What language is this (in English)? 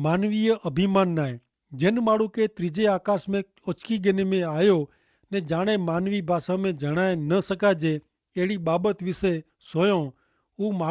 Kachhi